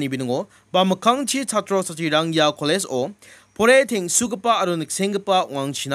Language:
Garo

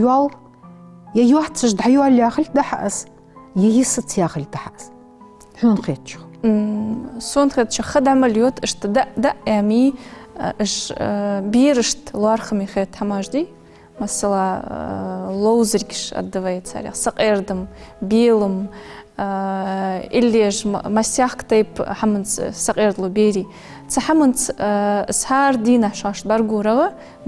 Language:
Ingush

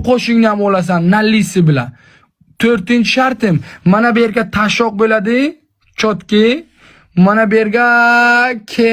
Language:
Uzbek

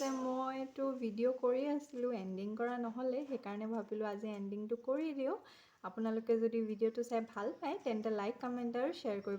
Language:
Assamese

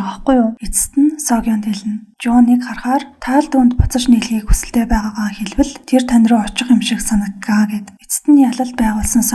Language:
Mongolian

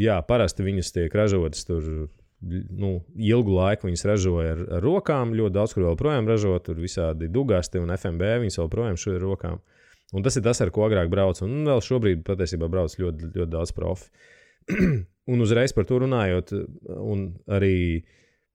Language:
Latvian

